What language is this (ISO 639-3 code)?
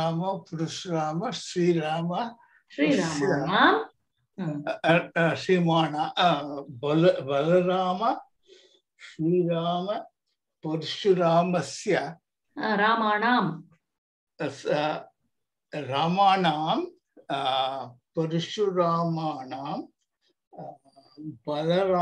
san